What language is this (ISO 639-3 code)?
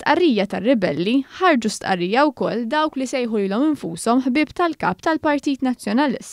mlt